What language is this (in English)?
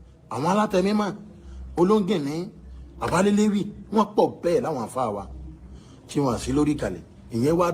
Yoruba